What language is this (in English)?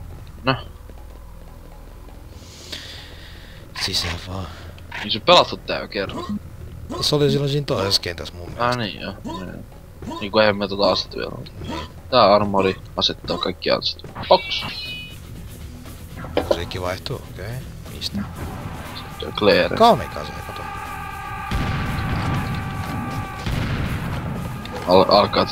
Finnish